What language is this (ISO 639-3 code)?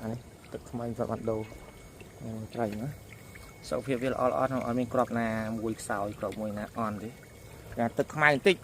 khm